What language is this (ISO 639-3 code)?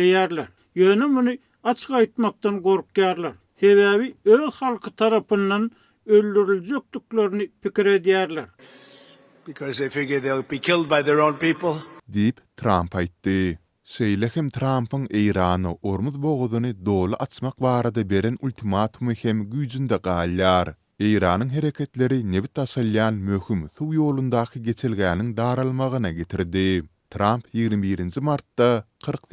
tuk